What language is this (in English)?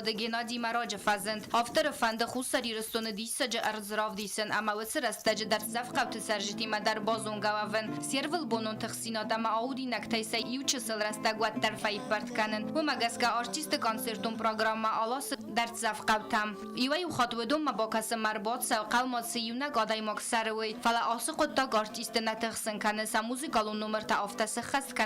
Ossetic